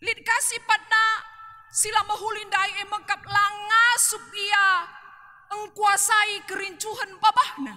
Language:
Batak Karo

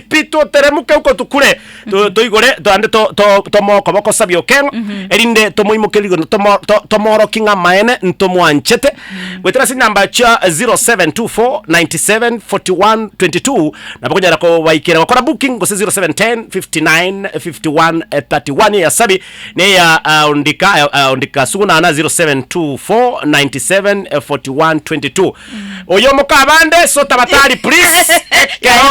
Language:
Gusii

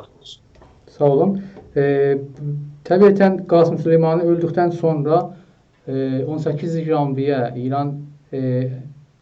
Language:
South Azerbaijani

